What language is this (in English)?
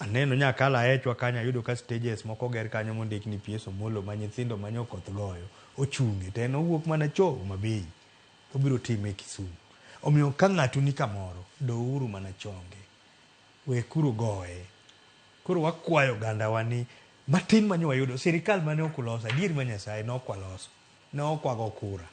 Luo (Kenya and Tanzania)